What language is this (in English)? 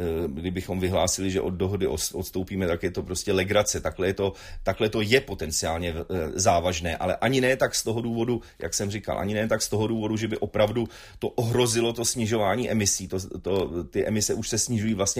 Czech